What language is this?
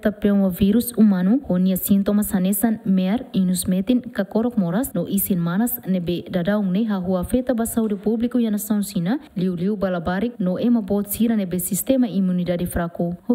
Tetum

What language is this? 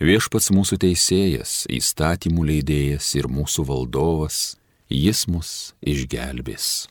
Lithuanian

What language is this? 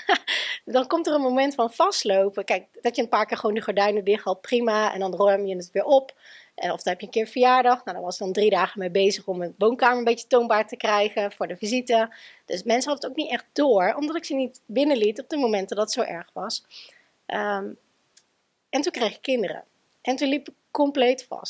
Dutch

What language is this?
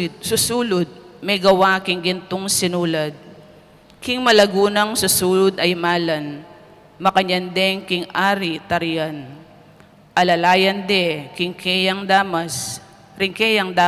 Pampanga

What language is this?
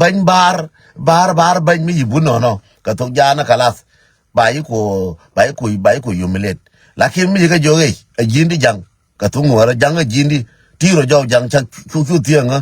Nuer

